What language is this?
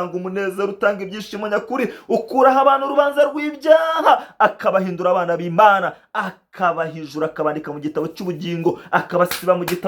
Kinyarwanda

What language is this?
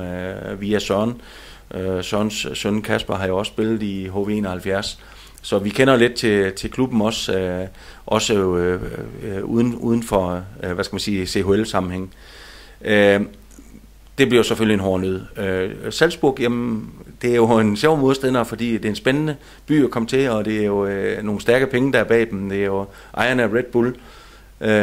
Danish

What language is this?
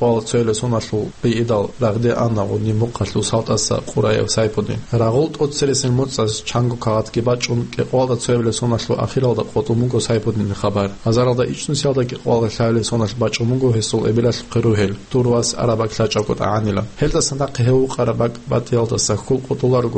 Avaric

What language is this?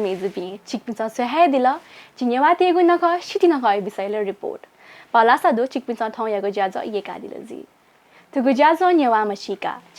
Newari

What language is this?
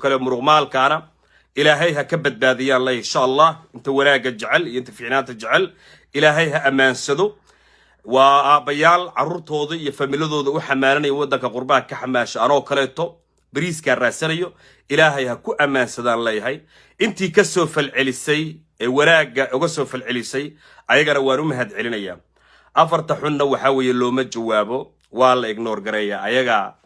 Somali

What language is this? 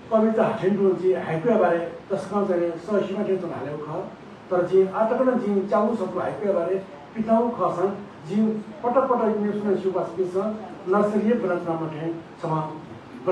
Newari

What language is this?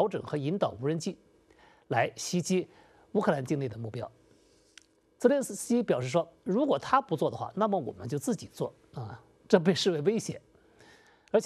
Chinese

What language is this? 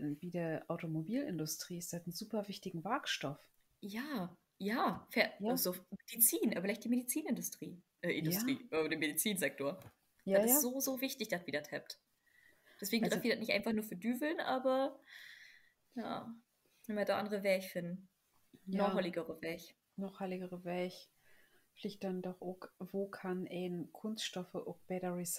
Low German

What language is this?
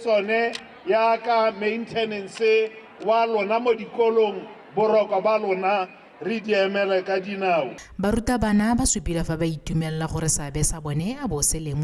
Tswana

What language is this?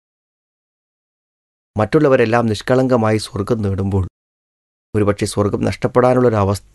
Malayalam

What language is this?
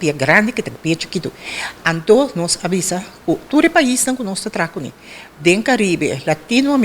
Papiamento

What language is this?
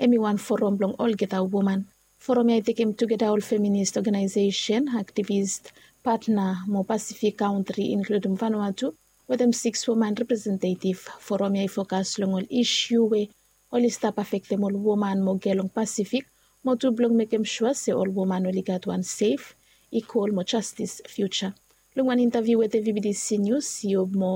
Bislama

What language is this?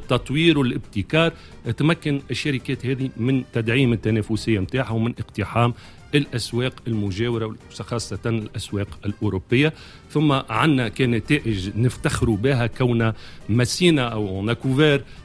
Tunisian Arabic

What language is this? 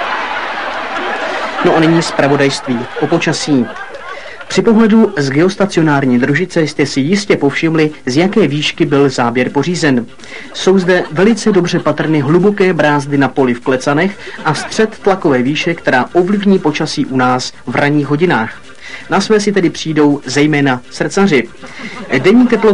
Czech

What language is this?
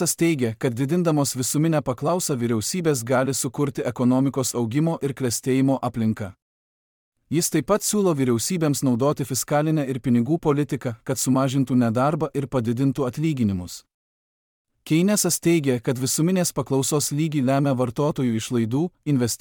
Lithuanian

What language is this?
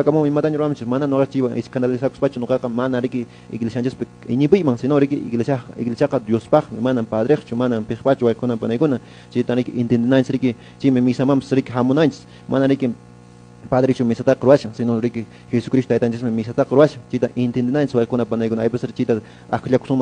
Quechua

